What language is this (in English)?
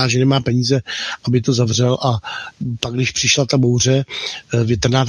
Czech